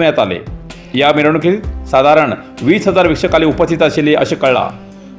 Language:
Konkani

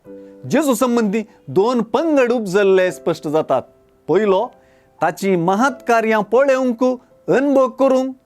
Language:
Konkani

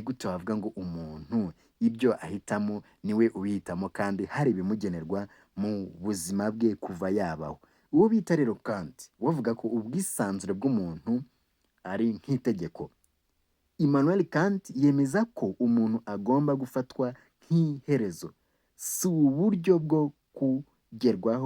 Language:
Kinyarwanda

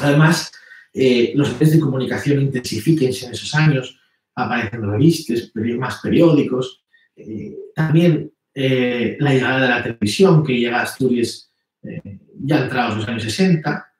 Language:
Asturian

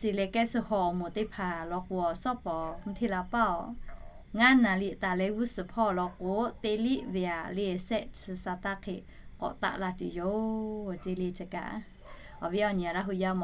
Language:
Lahu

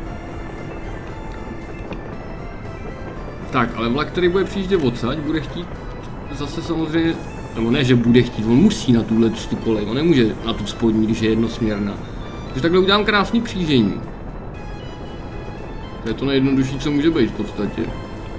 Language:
Czech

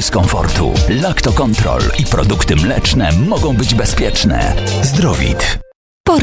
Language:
Polish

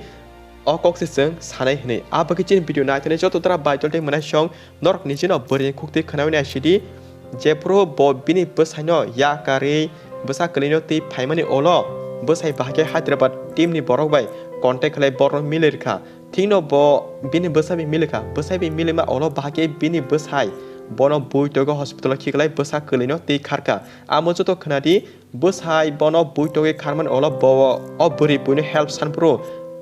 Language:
Kok Borok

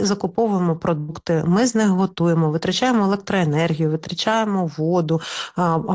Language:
Ukrainian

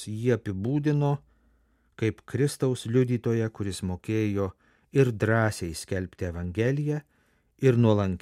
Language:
Lithuanian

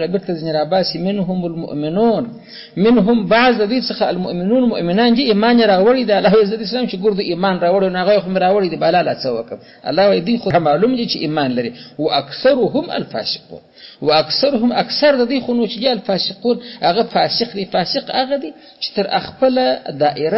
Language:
Pashto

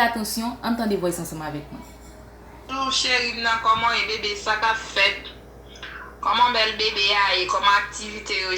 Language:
Haitian Creole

